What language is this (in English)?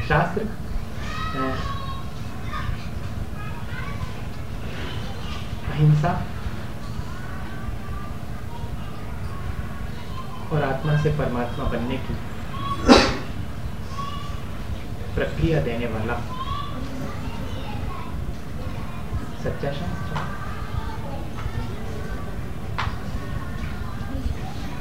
Hindi